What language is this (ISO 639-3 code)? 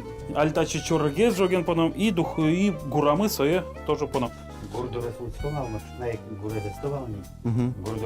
udm